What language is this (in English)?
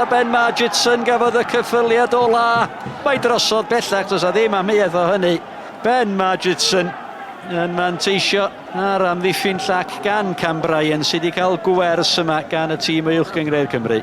Welsh